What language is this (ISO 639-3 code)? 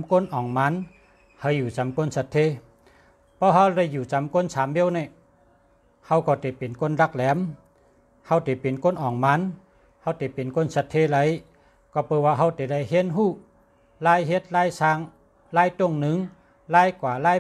shn